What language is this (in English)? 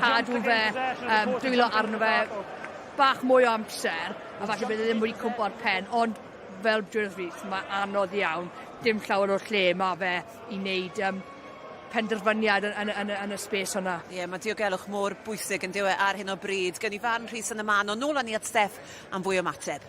Welsh